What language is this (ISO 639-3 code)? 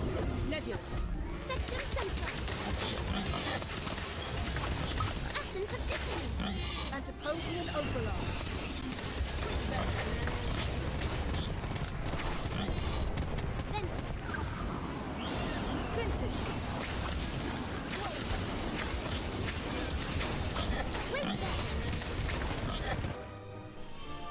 zho